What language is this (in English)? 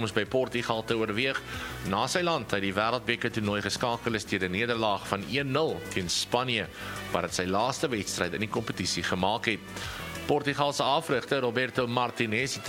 Afrikaans